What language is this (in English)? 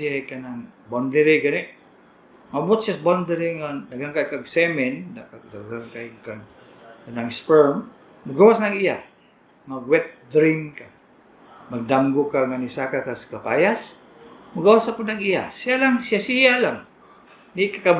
Cebuano